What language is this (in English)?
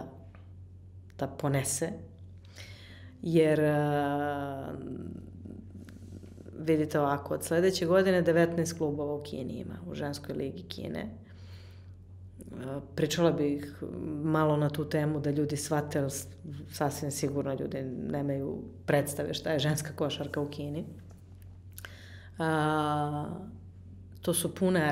Serbian